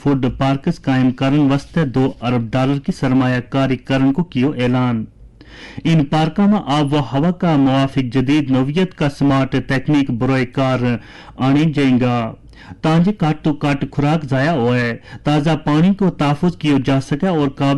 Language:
Gujari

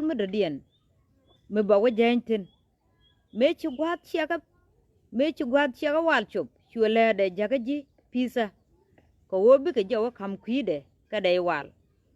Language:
Nuer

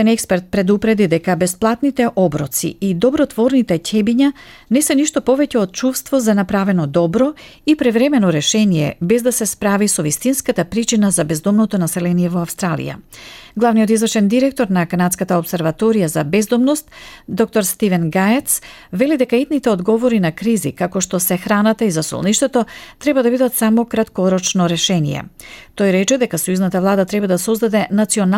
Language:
Macedonian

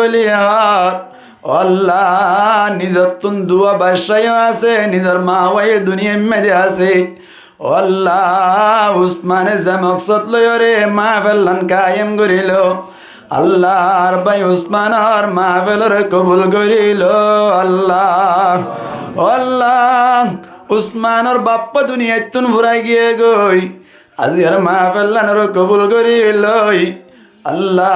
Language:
Rohingya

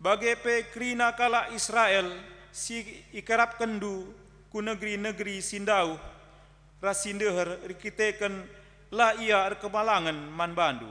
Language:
Batak Karo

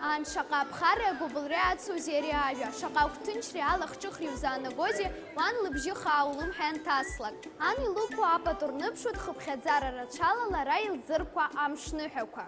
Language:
Abkhazian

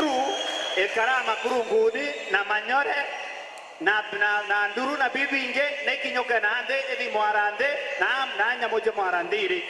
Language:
Meru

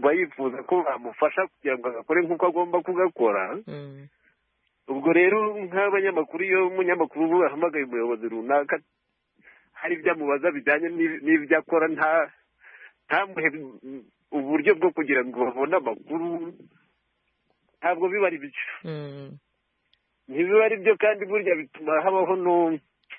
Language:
Kinyarwanda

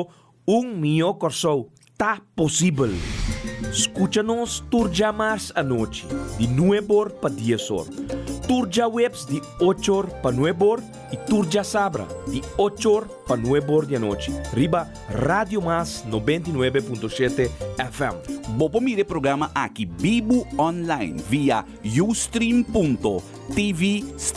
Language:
Papiamento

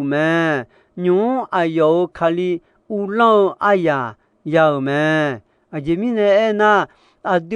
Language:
Akha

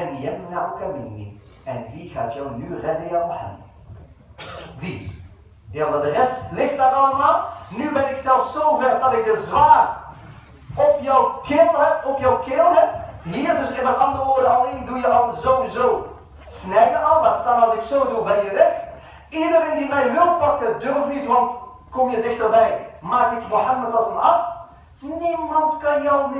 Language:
Dutch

